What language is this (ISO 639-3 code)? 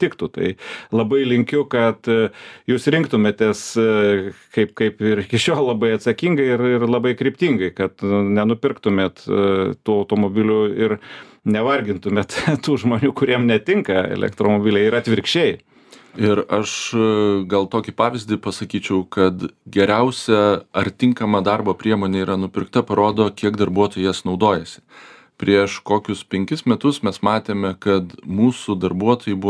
lit